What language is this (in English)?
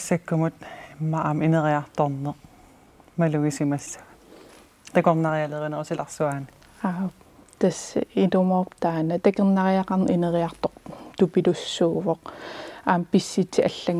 Kalaallisut